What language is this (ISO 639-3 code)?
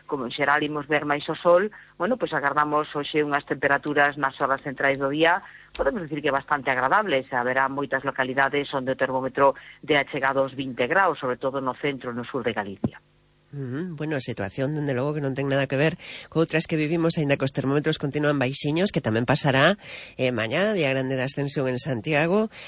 glg